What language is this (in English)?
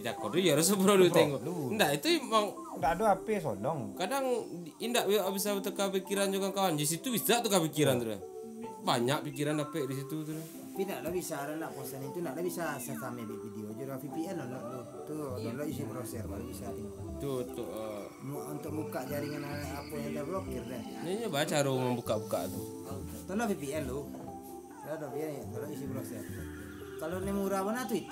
Minangkabau